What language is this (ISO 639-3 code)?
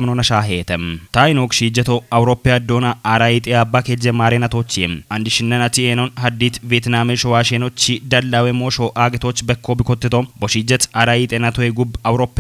kbr